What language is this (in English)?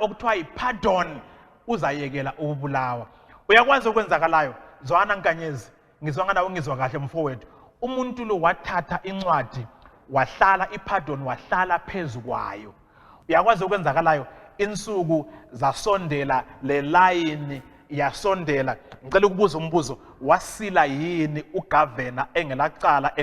North Ndebele